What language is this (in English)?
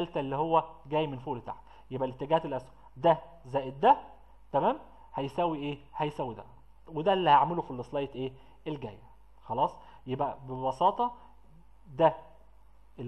Egyptian Arabic